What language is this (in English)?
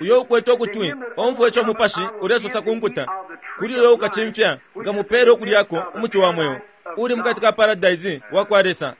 Bemba